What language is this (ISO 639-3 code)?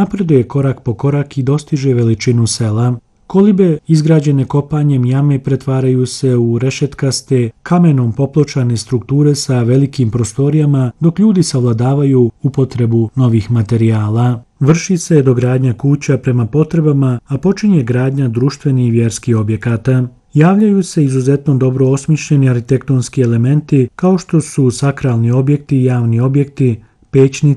bos